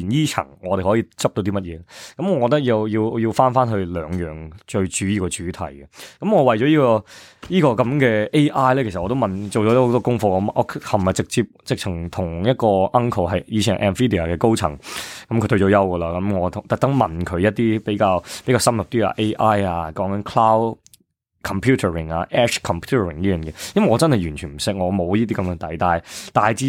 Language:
Cantonese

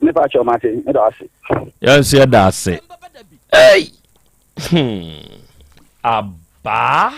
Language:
Akan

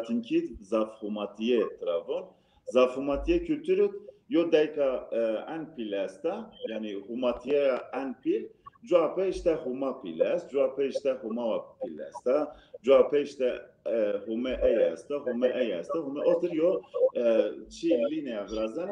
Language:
Zaza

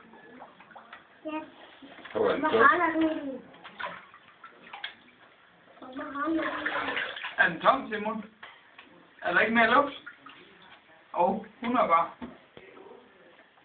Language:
Danish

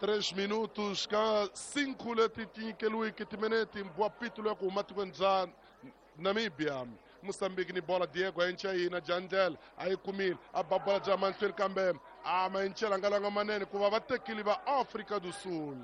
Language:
Tsonga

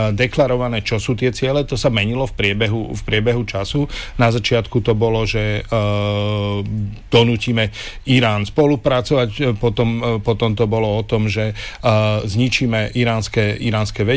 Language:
Slovak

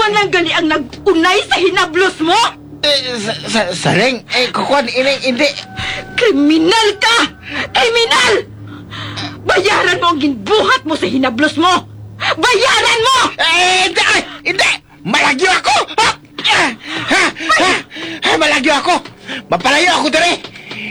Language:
Hiligaynon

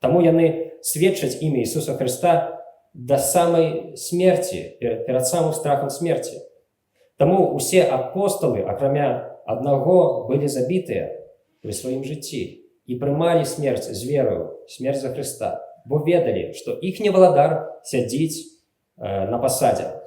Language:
Belarusian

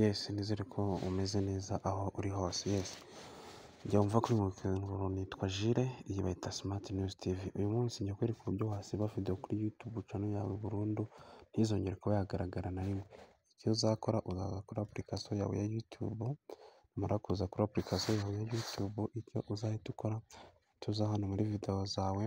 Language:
Kinyarwanda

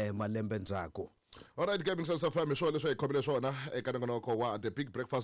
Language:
Tsonga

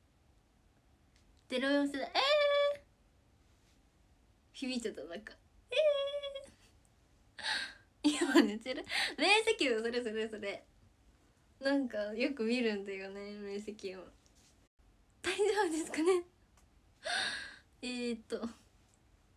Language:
Japanese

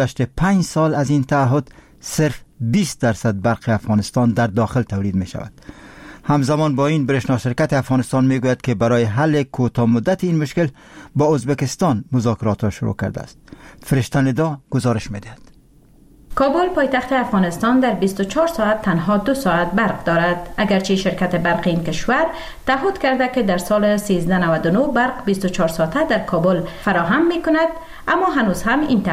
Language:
Persian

